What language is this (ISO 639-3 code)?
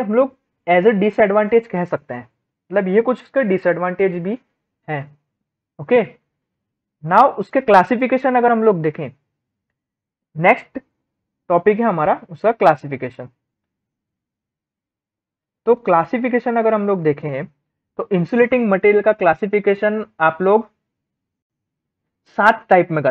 hin